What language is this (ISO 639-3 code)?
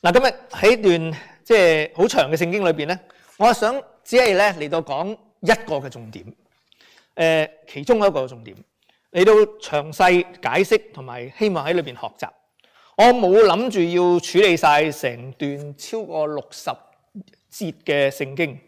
yue